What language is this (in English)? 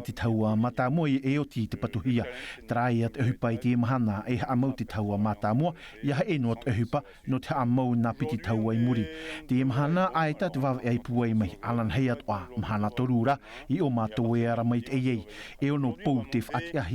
Tahitian